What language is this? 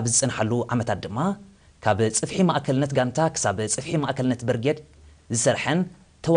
Tigrinya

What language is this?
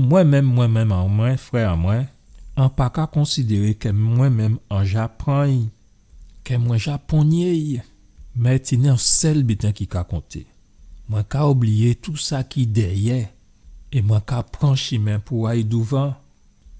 Guadeloupean Creole French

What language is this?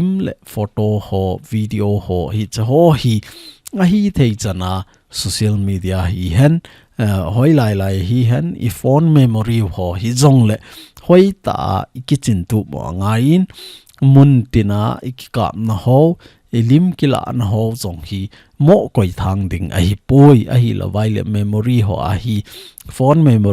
Thado Chin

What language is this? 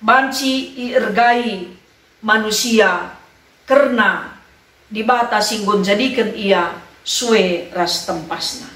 Batak Karo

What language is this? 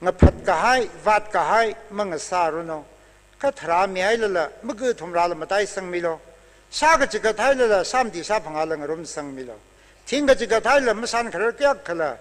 Tangkhul Naga (India)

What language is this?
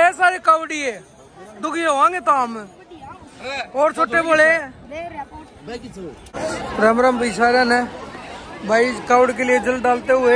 Hindi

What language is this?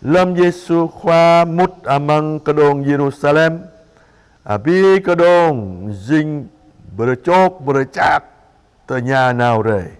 Jarai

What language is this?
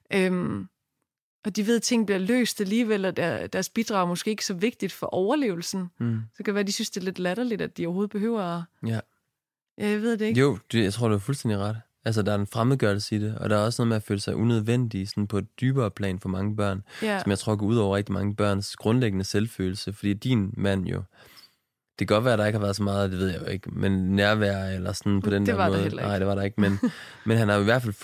Danish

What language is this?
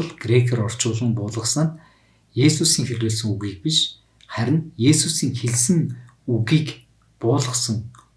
Mongolian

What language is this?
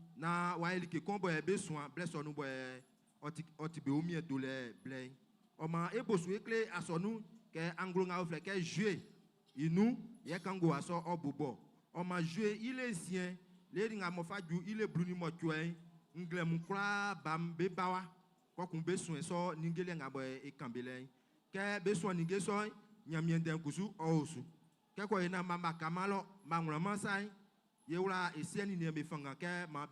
Baoulé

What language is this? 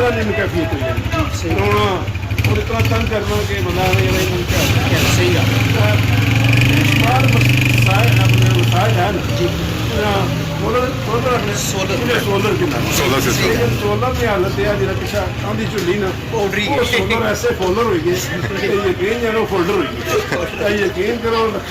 Pahari-Potwari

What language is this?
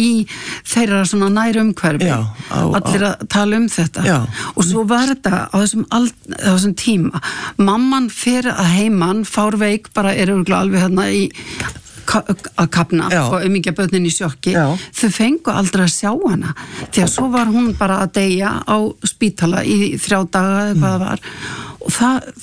Icelandic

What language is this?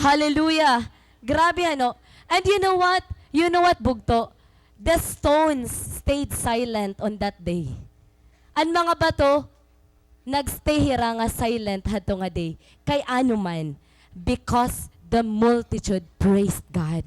Waray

